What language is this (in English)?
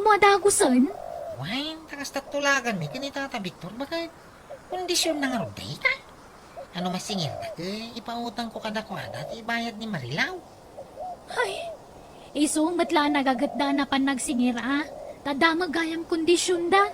Iloko